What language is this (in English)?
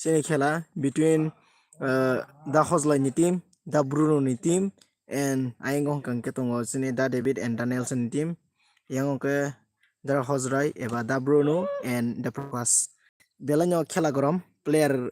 Kok Borok